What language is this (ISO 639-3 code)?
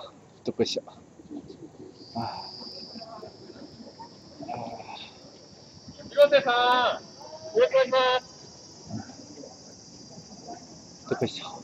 jpn